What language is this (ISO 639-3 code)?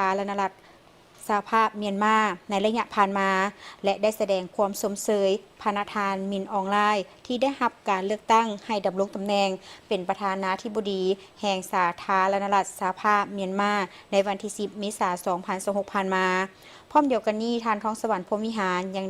lao